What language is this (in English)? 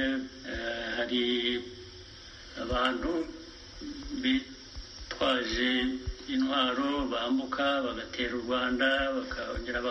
Kinyarwanda